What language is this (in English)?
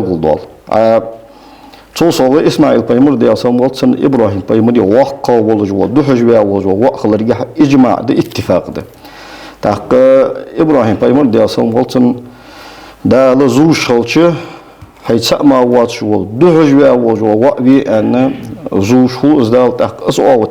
Ingush